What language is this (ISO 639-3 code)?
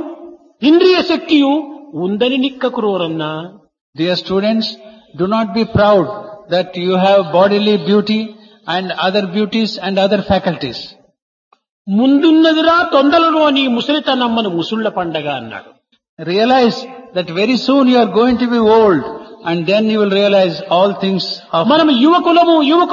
tel